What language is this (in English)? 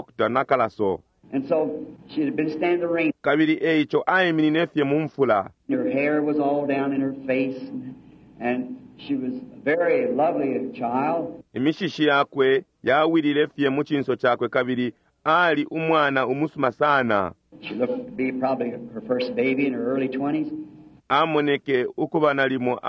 Bemba